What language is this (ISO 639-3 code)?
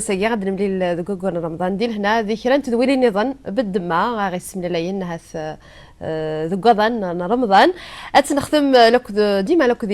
kab